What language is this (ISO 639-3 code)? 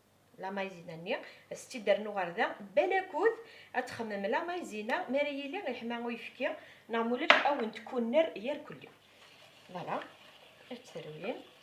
kab